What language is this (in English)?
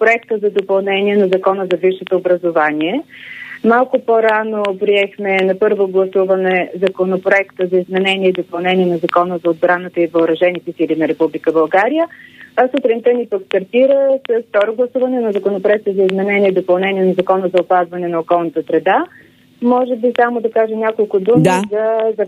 Bulgarian